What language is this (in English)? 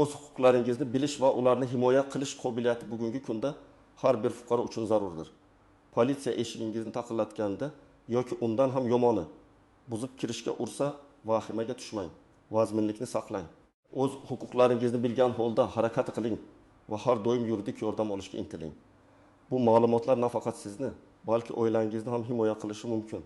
Uzbek